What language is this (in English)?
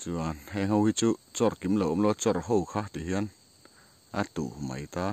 Mizo